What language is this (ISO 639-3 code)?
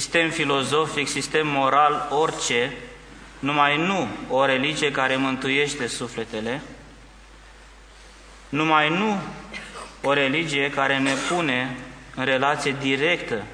ron